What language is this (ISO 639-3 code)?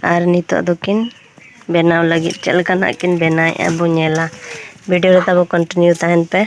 sat